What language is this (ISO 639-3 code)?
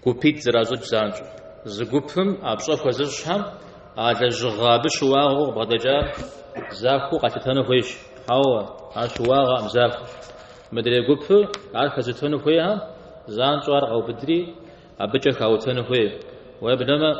kbd